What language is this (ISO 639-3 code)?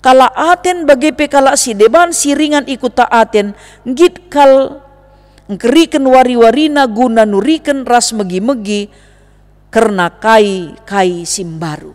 btx